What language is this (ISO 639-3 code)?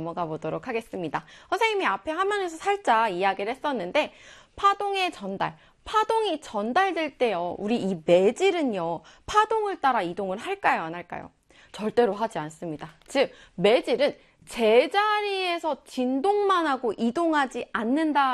kor